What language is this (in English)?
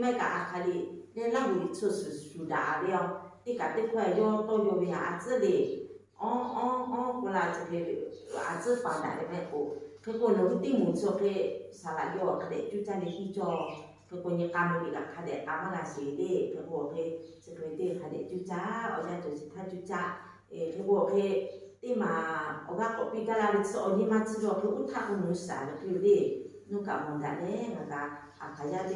Lahu